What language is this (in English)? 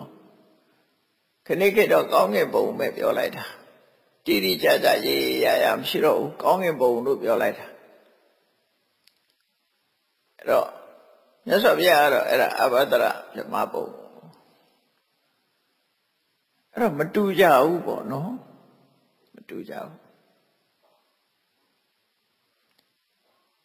Burmese